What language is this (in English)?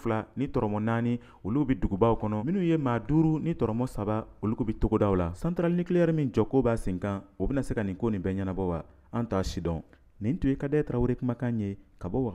Bambara